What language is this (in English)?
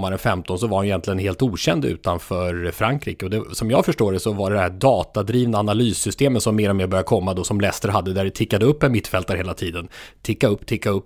Swedish